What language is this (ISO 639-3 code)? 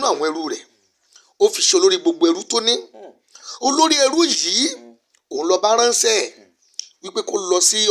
yor